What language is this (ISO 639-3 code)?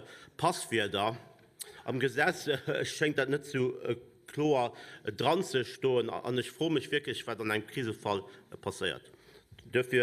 ltz